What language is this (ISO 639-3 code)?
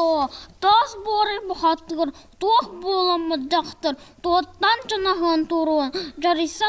sah